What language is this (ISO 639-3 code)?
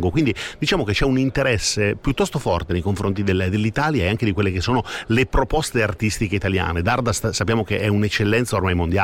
ita